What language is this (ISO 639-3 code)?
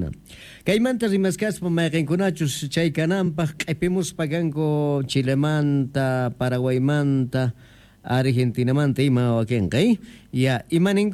quh